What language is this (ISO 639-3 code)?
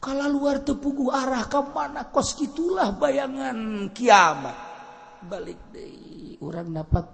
sun